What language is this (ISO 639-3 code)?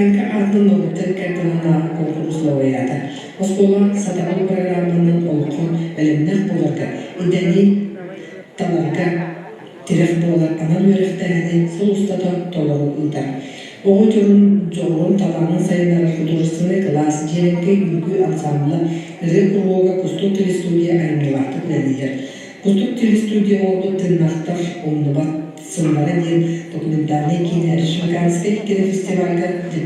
sah